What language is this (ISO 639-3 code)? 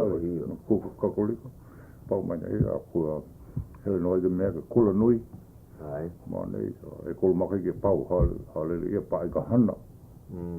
haw